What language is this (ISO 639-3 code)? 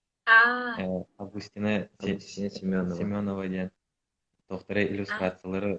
sah